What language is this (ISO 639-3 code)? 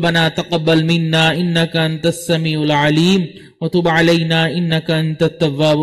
urd